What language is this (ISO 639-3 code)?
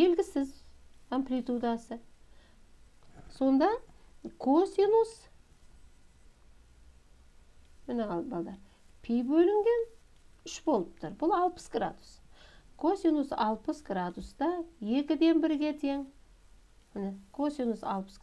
kaz